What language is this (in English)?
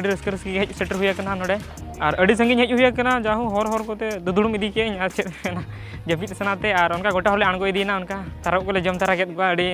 Santali